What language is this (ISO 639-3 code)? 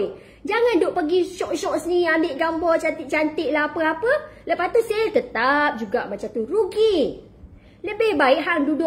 msa